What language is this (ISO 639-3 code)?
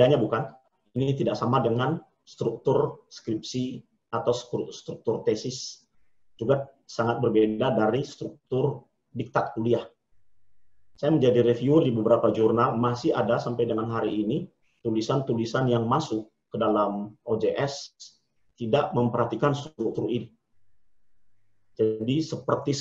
ind